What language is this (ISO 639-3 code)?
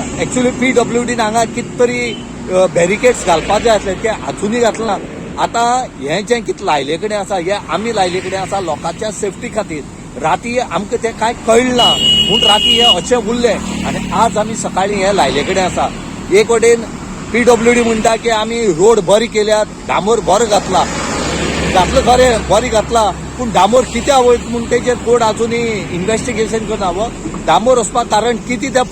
kok